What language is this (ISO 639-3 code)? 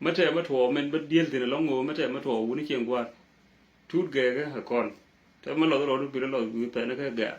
nus